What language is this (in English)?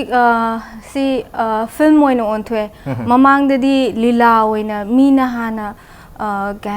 Manipuri